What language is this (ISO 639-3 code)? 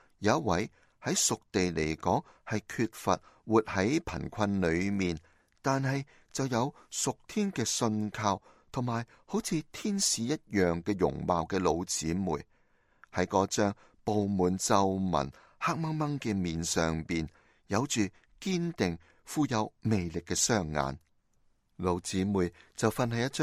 yue